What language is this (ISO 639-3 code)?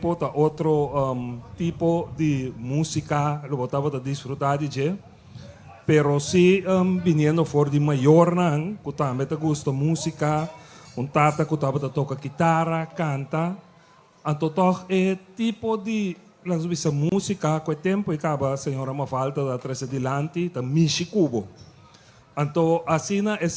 pap